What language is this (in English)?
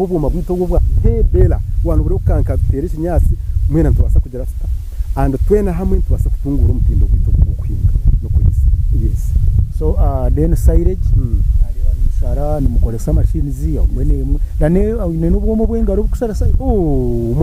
Nyankole